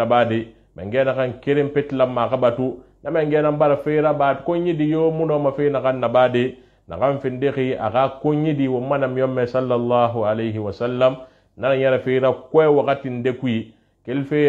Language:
Susu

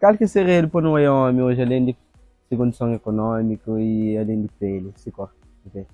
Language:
Kabuverdianu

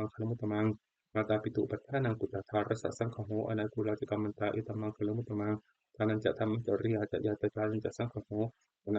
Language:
Pali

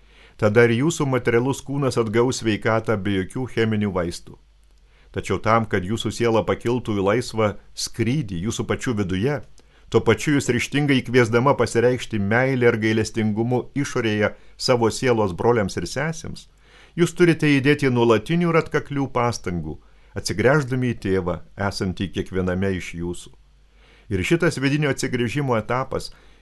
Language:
Lithuanian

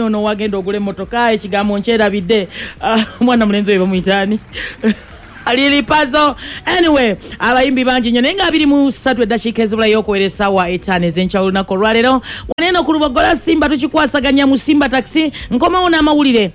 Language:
Ganda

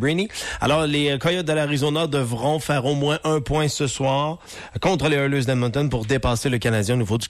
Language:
French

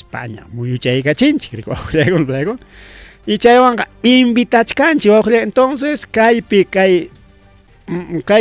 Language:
Ayacucho Quechua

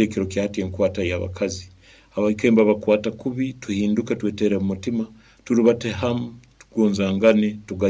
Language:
Nyoro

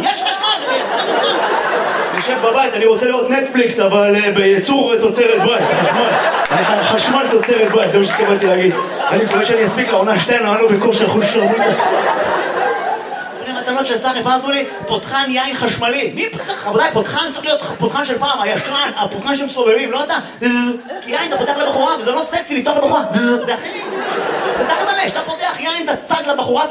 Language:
Hebrew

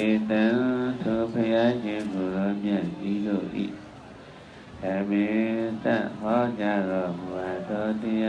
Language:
Burmese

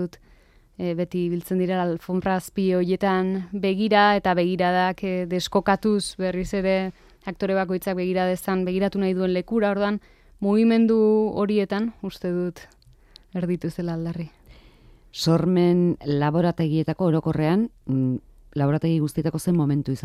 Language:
Basque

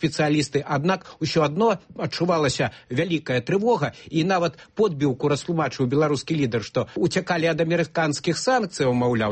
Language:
Belarusian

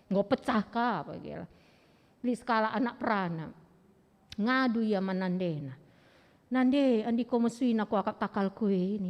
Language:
Batak Karo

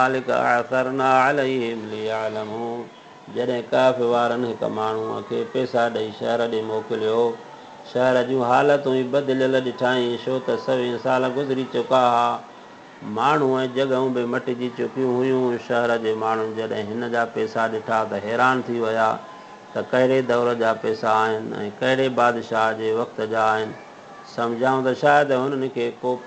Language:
Sindhi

